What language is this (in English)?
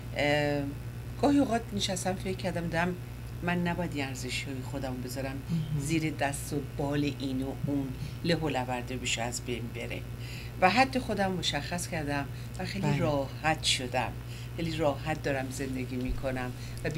Persian